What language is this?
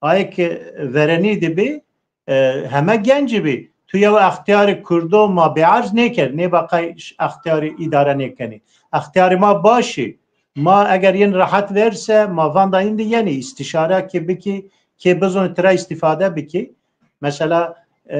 Zaza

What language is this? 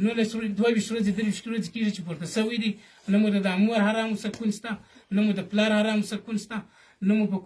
Pashto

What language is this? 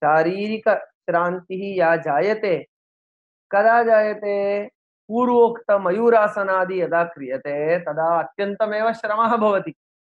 Sanskrit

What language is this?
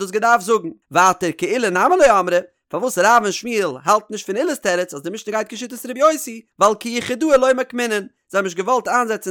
Yiddish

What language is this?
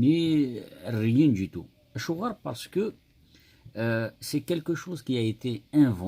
Kabyle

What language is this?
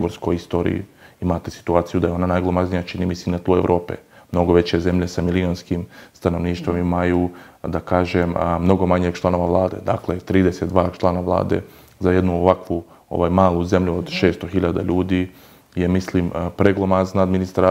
Bosnian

